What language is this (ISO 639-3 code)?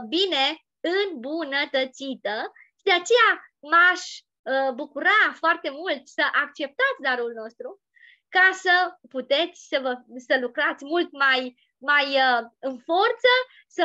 ron